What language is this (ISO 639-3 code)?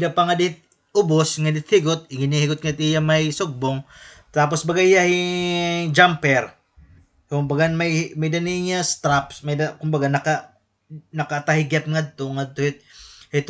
war